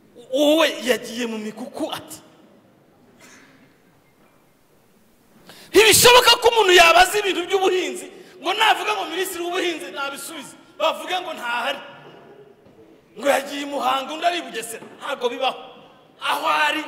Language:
Kinyarwanda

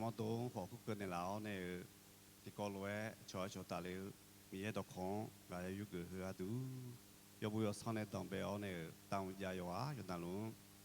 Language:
Akha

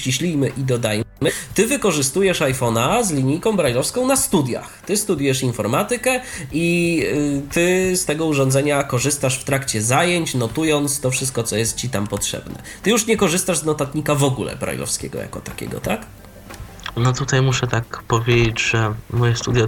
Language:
Polish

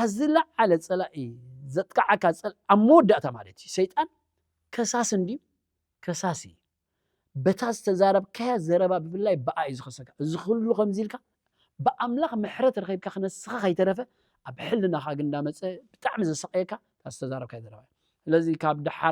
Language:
Tigrinya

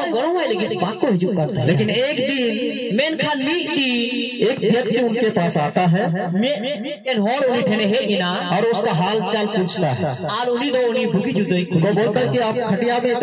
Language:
Santali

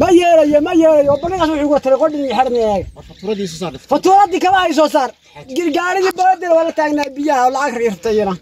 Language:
Somali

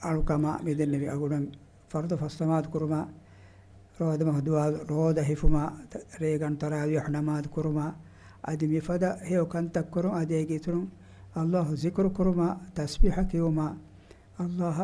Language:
Divehi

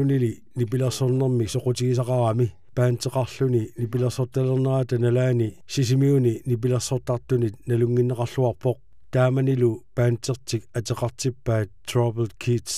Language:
Kalaallisut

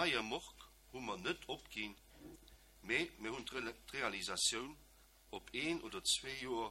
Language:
Luxembourgish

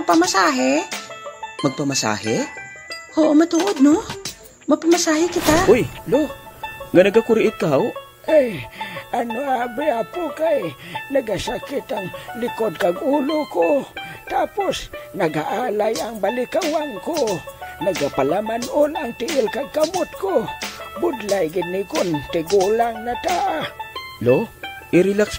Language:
Hiligaynon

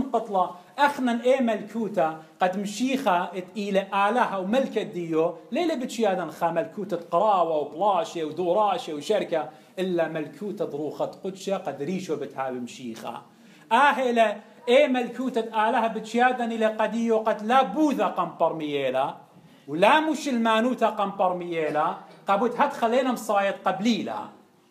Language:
Assyrian Neo-Aramaic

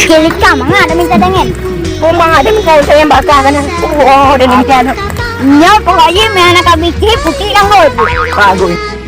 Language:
Achinese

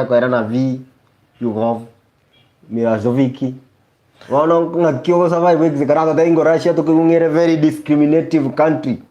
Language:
Gusii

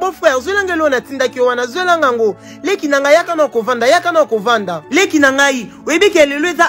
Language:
Lingala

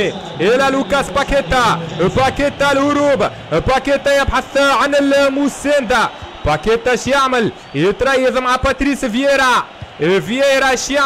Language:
Arabic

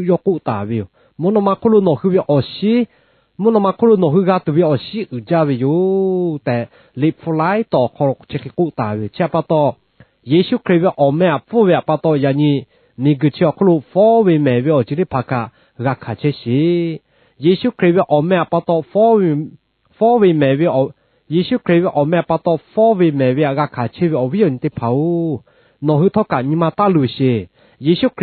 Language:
Lahu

